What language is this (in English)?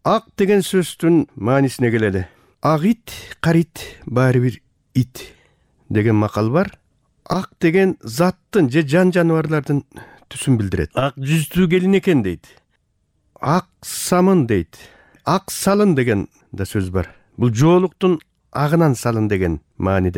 Kyrgyz